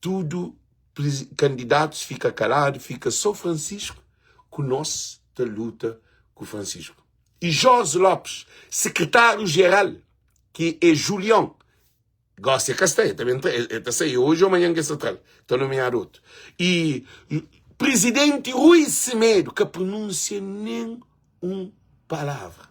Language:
Kabuverdianu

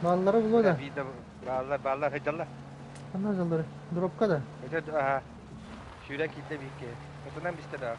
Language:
Yakut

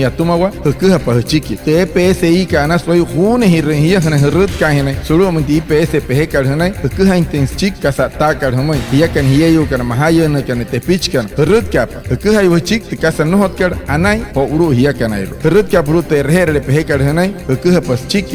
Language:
Wayuu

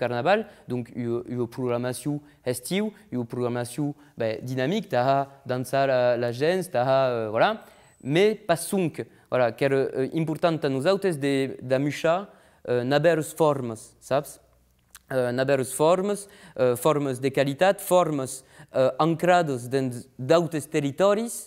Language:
Occitan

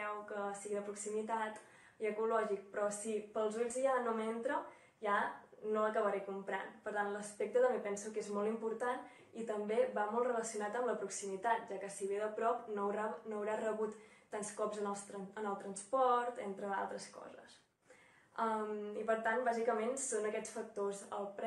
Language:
Catalan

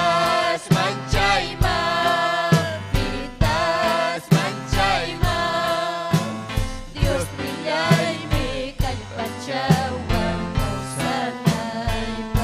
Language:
Ayacucho Quechua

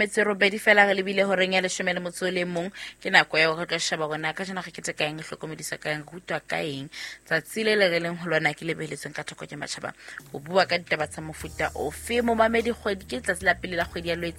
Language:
Southern Sotho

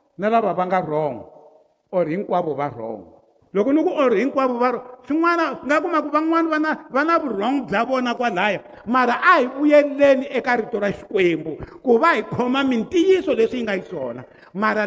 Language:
Tsonga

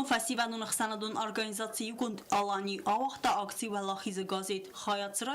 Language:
Ossetic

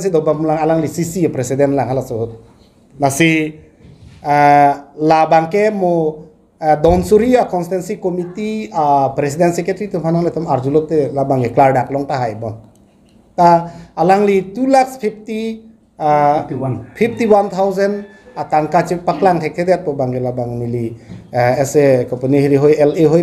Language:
Karbi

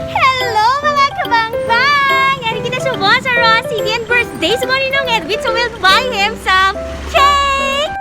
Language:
Hiligaynon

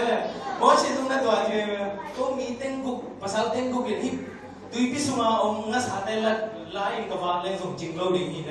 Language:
Tedim Chin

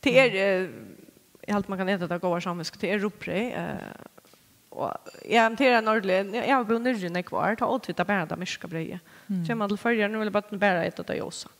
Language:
Faroese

